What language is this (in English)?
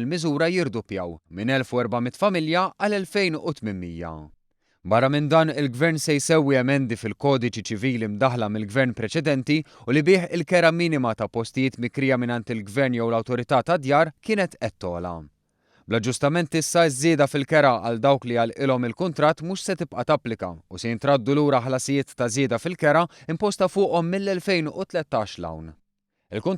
Maltese